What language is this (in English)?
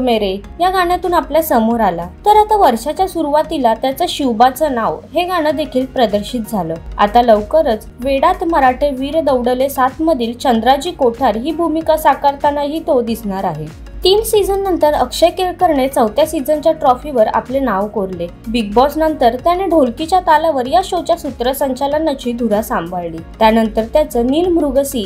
Marathi